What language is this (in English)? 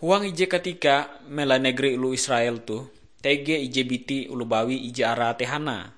Ngaju